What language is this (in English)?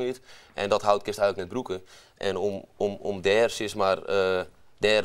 Western Frisian